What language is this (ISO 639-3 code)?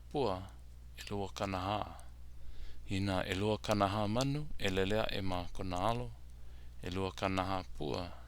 haw